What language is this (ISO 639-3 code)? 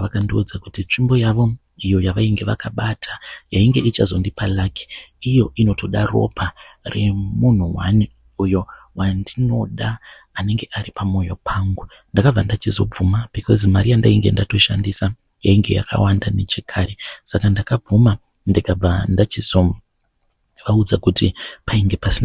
sna